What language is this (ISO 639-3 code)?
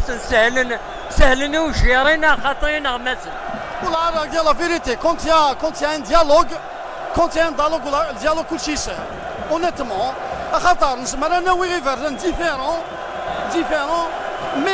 kab